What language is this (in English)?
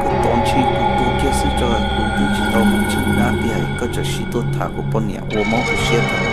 Hmong